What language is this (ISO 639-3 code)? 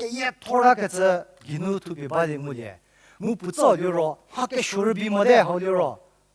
njm